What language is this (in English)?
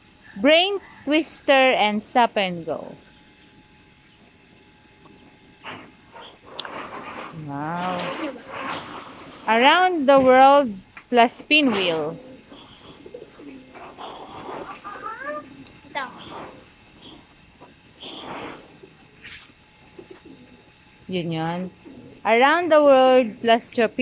Filipino